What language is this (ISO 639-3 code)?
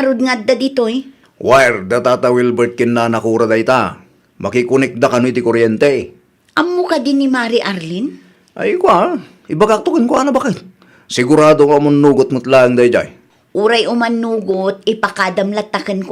ilo